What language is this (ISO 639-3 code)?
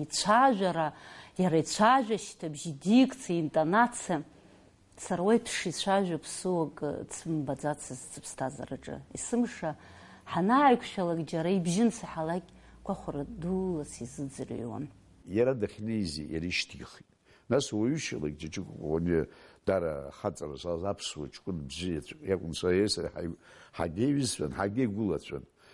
abk